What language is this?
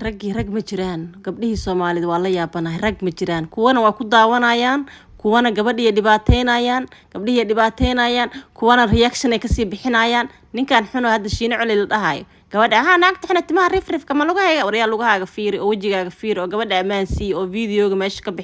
Somali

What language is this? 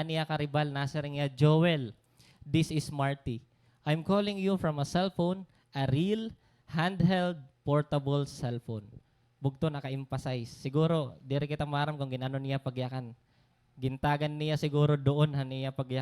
Waray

